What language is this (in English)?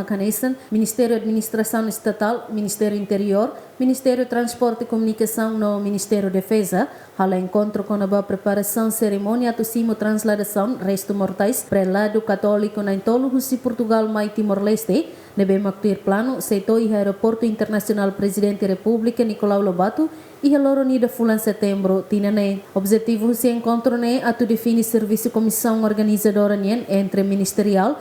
Tetum